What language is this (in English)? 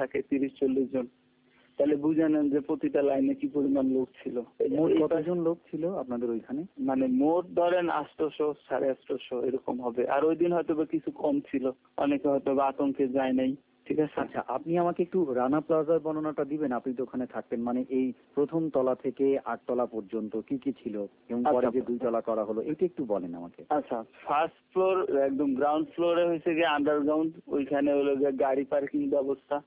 Bangla